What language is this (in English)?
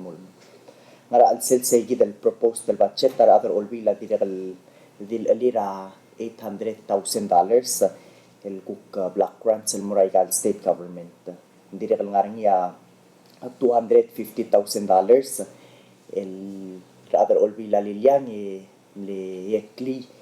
Palauan